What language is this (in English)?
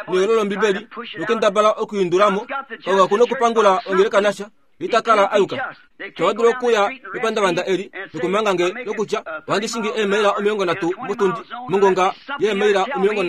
Kuanyama